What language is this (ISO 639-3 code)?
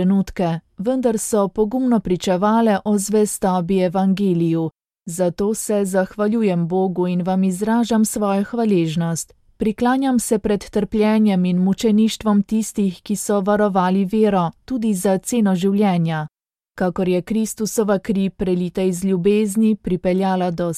slv